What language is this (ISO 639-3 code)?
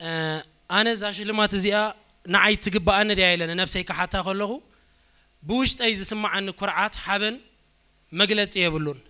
tir